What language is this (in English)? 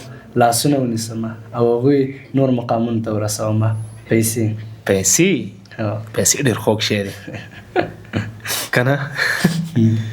Pashto